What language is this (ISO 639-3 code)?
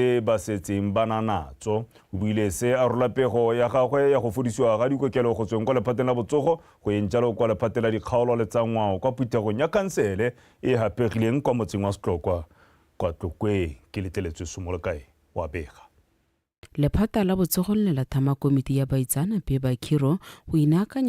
tsn